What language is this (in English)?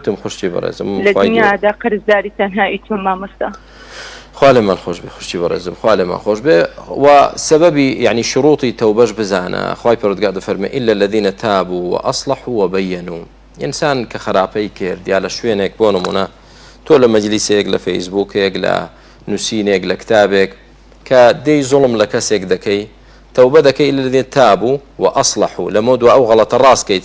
Central Kurdish